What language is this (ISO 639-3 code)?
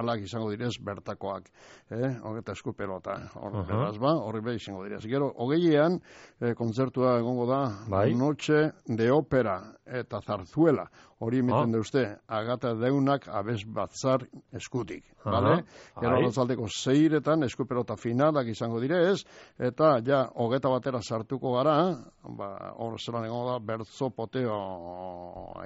eus